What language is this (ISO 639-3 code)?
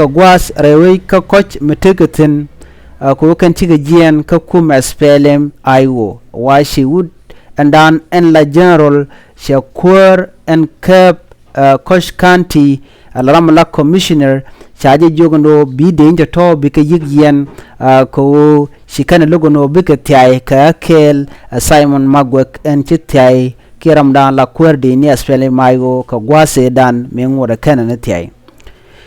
nus